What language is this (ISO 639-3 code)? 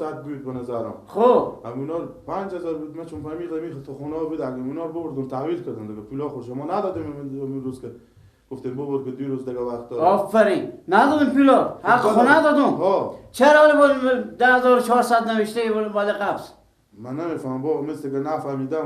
fas